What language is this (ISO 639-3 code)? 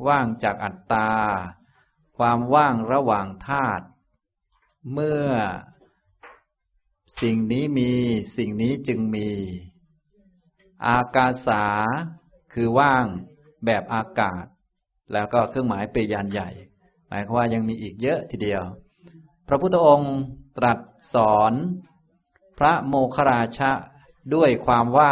tha